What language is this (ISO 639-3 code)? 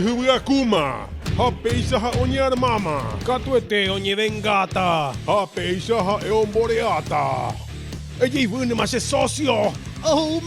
grn